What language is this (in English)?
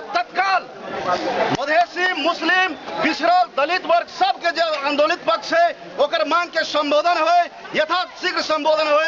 Maithili